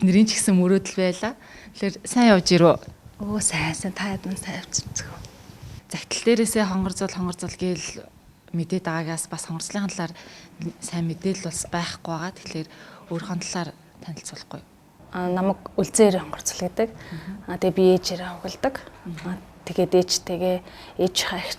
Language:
Mongolian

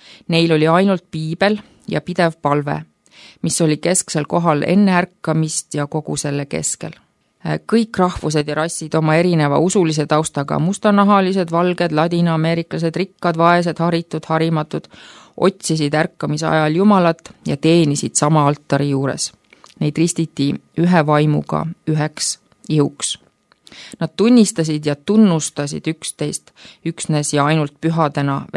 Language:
Estonian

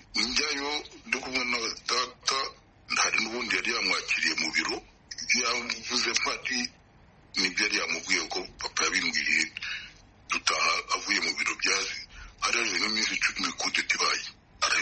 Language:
Kinyarwanda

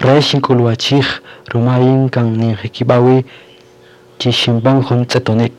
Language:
Kaqchikel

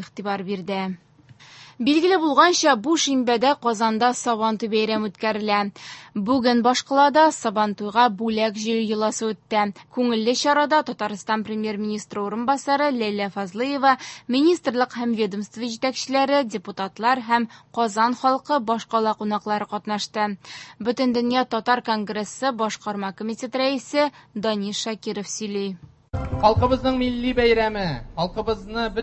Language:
Tatar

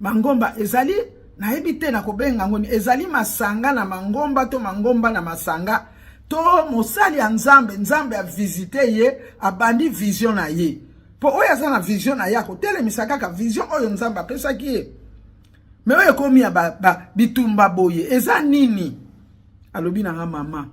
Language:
Lingala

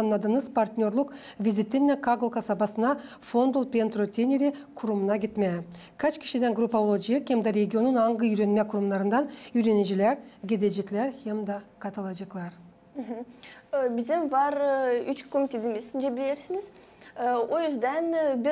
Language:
Gagauz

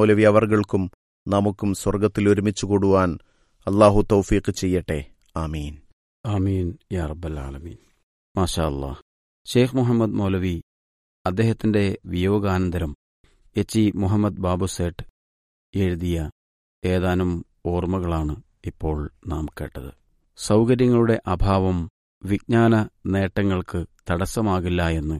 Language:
Malayalam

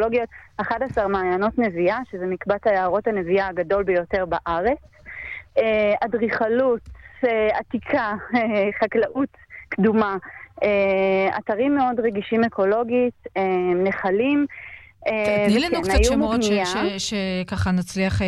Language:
Hebrew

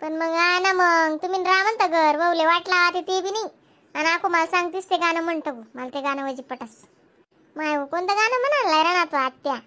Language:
Khandesi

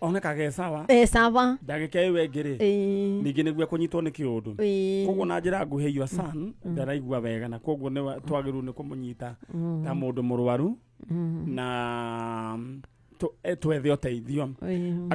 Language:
Kikuyu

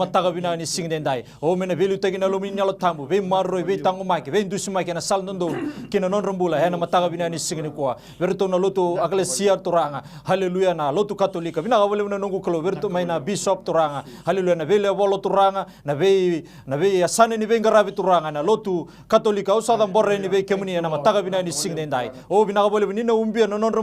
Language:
Fijian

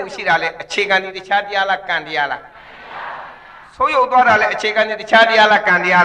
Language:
Burmese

